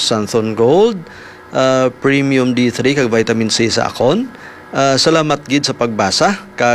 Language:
Hiligaynon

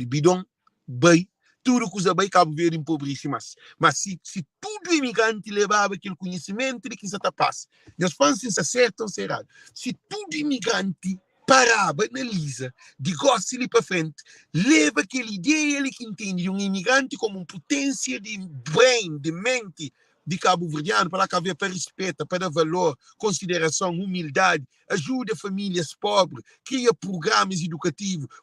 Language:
Kabuverdianu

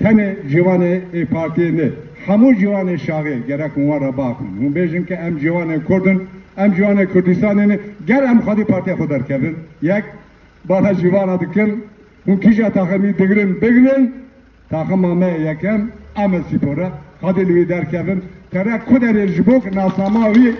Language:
Kurdish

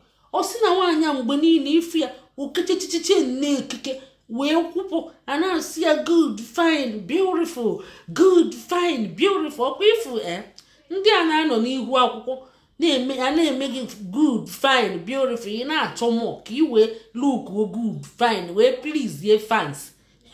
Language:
Igbo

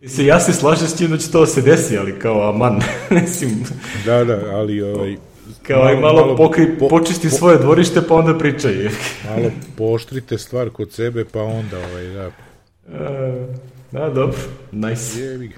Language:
Serbian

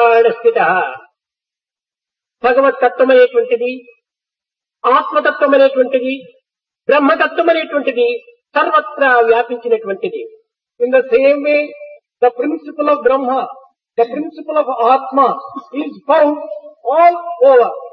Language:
Telugu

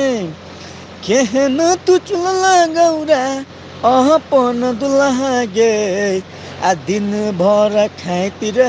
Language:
Maithili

